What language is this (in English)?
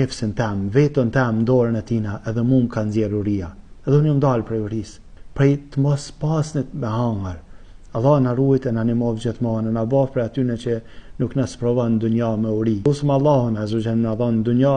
Albanian